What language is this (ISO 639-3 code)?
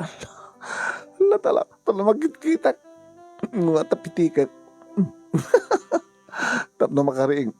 ilo